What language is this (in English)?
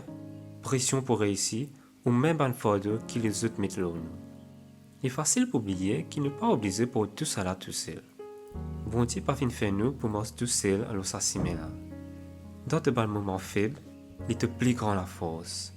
Morisyen